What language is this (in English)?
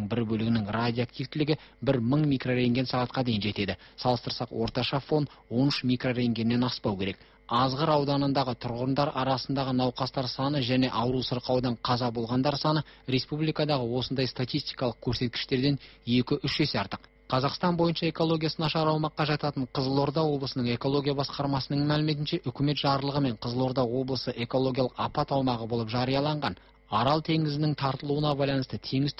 Kazakh